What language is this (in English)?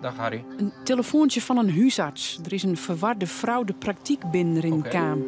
Western Frisian